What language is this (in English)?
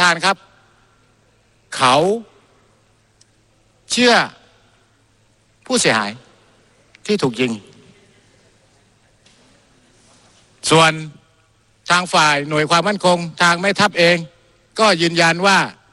Thai